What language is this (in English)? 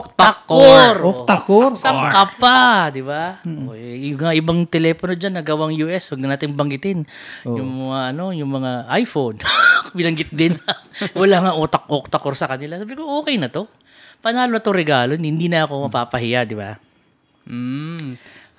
Filipino